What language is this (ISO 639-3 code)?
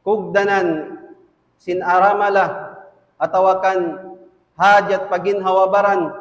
tsg